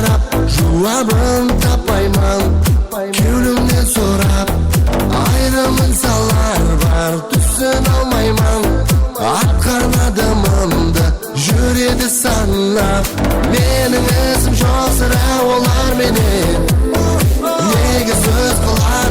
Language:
Kara-Kalpak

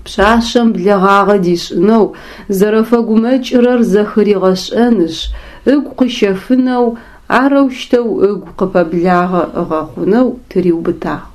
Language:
Adyghe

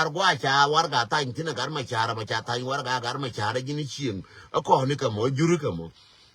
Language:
Nuer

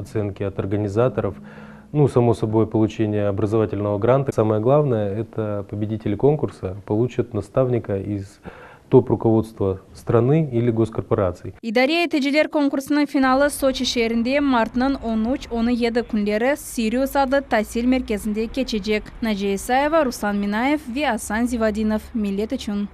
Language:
Crimean Tatar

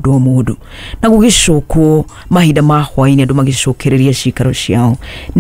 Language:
Kikuyu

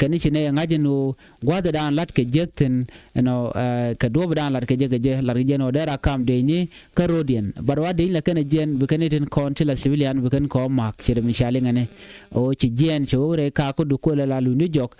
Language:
Nuer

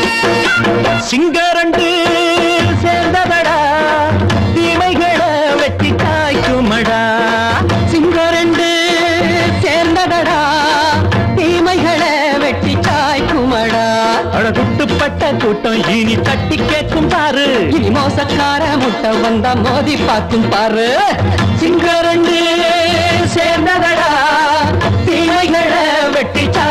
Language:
Tamil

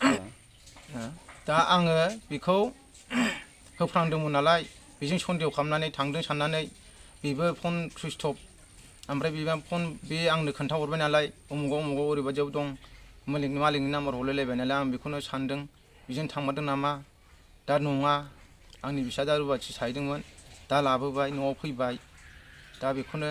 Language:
Bodo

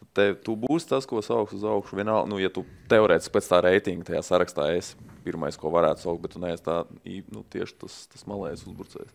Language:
Latvian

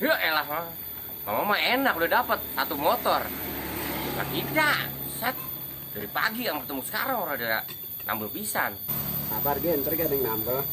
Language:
Betawi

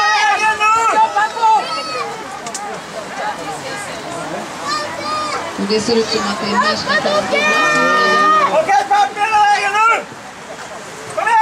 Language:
Swedish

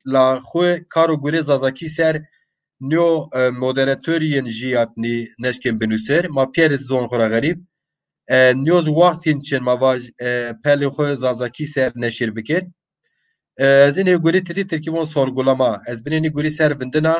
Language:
Zaza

